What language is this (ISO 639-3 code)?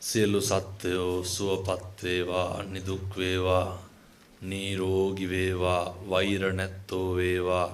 sin